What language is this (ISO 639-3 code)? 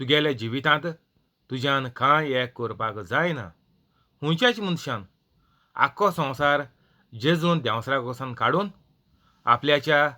kok